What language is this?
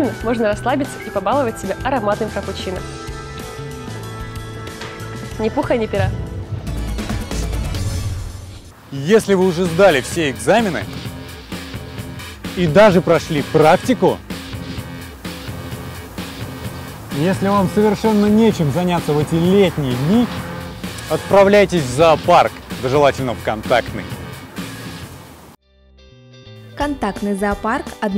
Russian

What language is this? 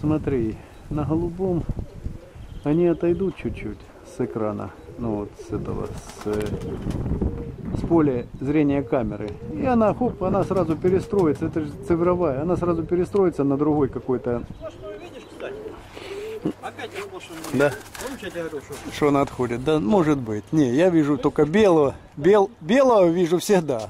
Russian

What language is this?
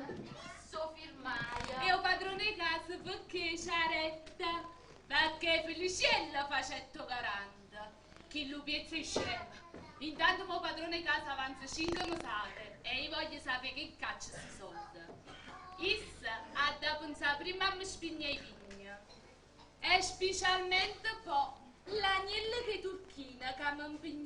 Neapolitan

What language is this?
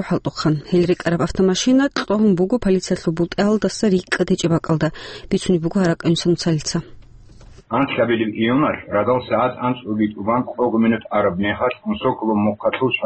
Avaric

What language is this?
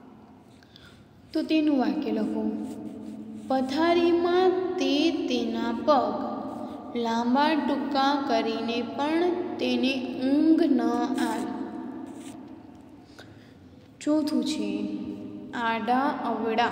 Gujarati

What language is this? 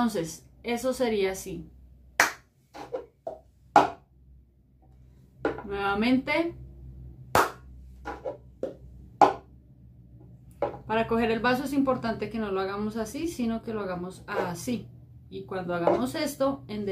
Spanish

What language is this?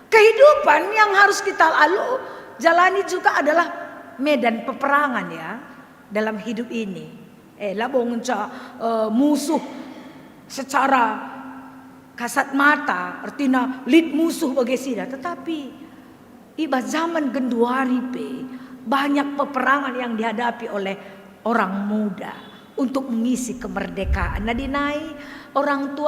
Batak Karo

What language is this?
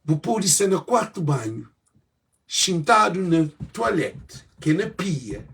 Kabuverdianu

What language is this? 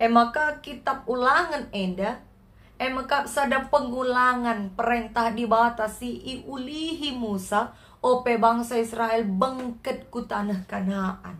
Batak Karo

